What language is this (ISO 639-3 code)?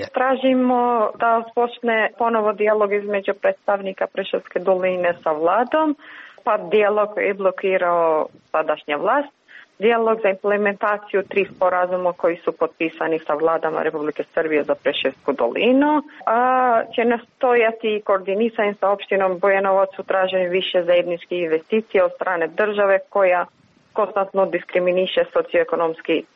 srp